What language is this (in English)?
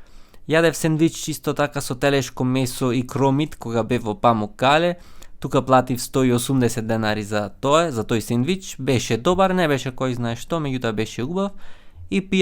Macedonian